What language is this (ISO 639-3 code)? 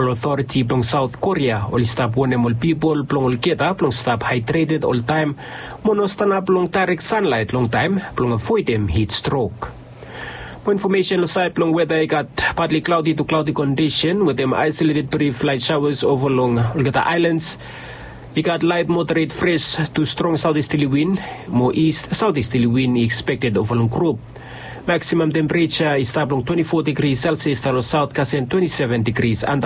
bis